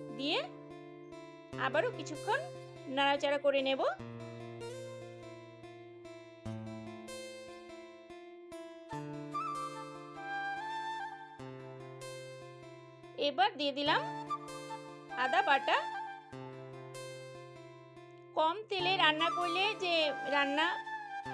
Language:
Bangla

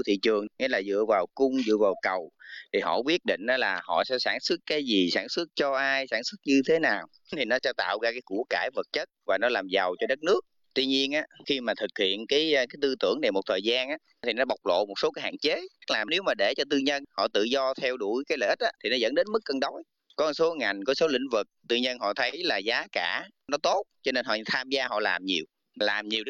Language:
Vietnamese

